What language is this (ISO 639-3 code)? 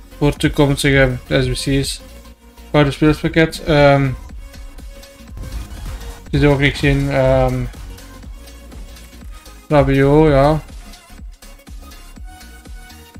nld